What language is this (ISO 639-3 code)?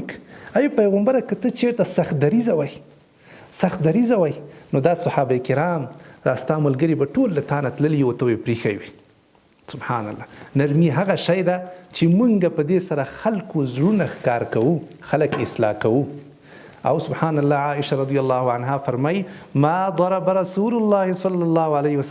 pus